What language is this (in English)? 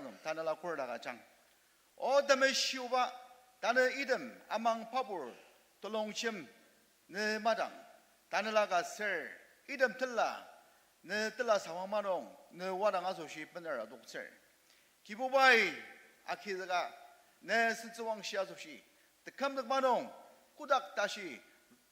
Ao Naga